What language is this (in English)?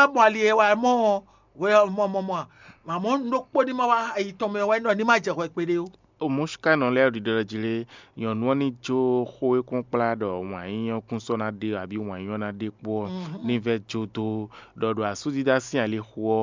Fon